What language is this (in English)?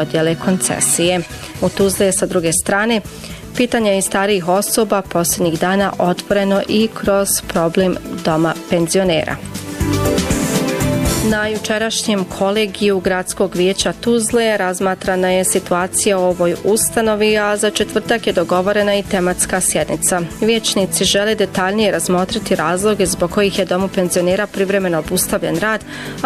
Bosnian